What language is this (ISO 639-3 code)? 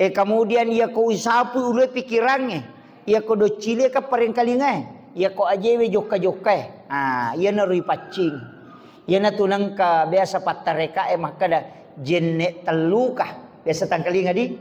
bug